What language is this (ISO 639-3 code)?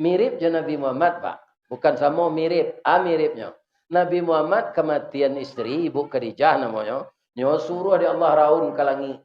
min